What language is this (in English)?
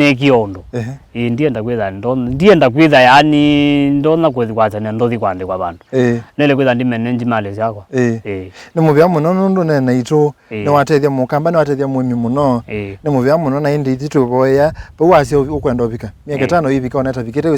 Kamba